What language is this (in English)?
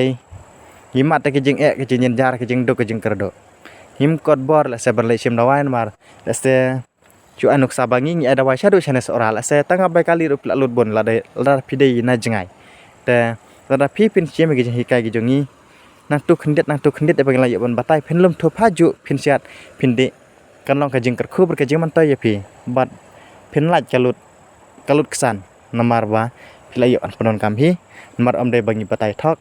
Khasi